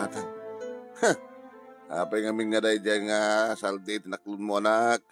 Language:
Iloko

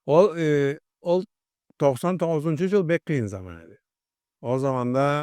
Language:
Karachay-Balkar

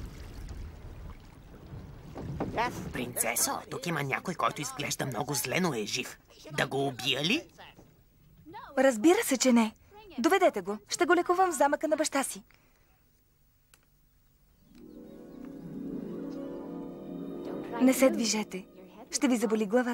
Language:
Bulgarian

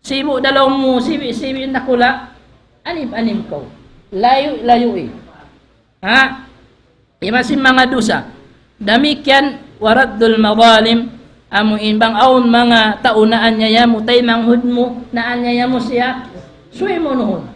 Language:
Tausug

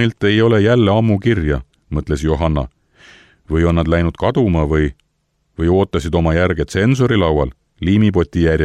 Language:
Estonian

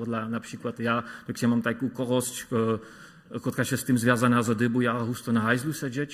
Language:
Upper Sorbian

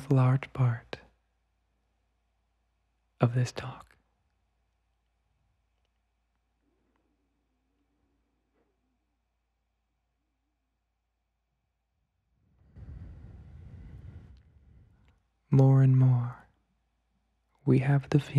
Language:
English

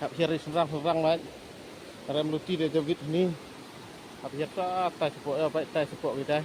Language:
Khasi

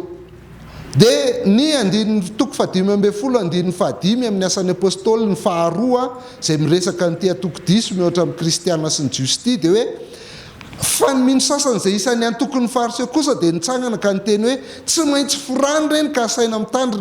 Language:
Malagasy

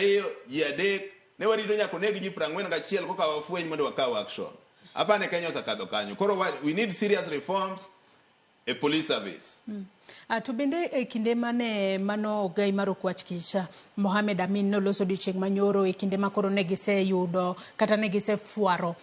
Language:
Luo (Kenya and Tanzania)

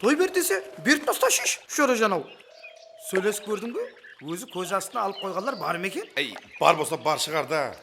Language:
Kara-Kalpak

